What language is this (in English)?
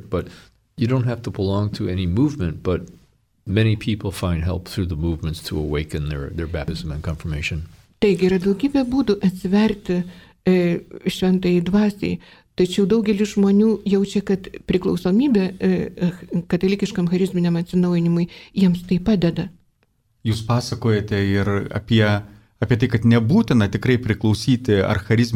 Lithuanian